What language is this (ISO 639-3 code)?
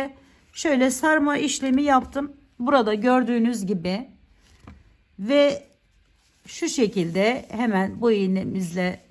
tur